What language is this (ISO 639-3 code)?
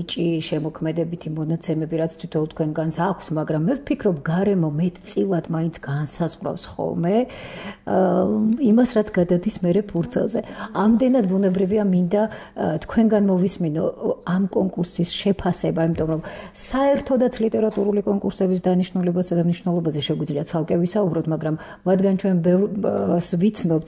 kat